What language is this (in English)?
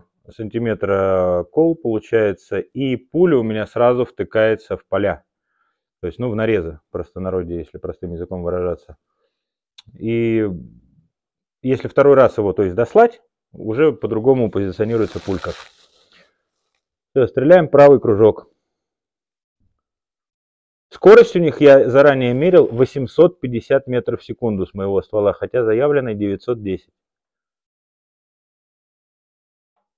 Russian